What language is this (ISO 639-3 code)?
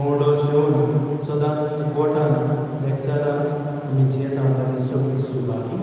kok